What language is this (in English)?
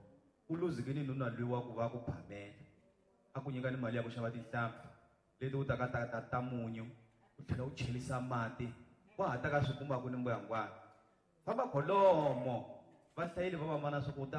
Tsonga